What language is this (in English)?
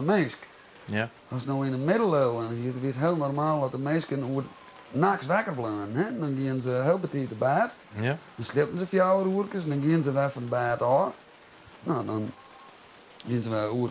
Western Frisian